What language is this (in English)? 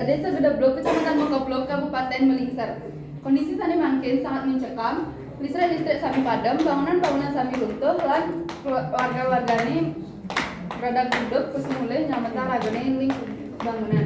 Balinese